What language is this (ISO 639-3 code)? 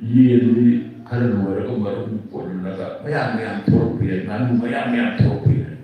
mni